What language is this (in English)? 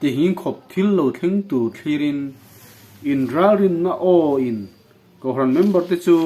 Mizo